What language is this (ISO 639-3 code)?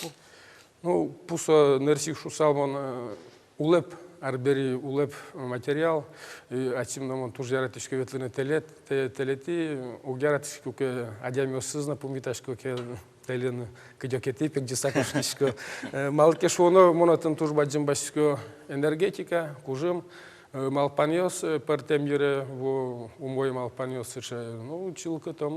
udm